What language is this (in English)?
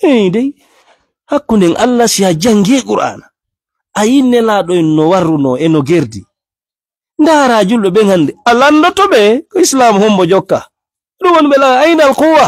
Fula